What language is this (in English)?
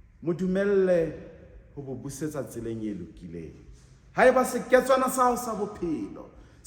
Southern Sotho